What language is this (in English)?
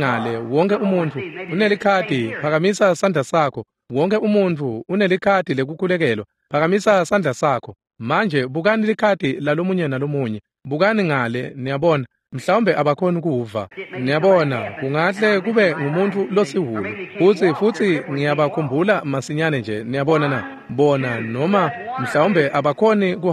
Swati